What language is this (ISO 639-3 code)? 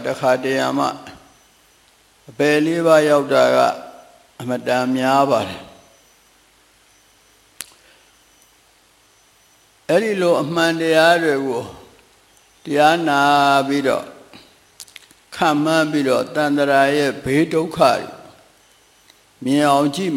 mya